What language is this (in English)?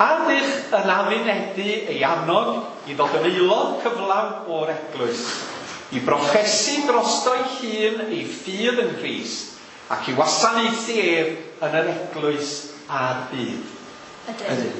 Welsh